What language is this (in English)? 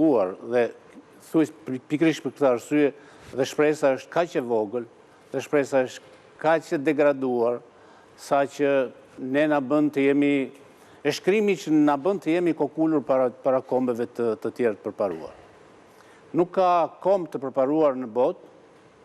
Albanian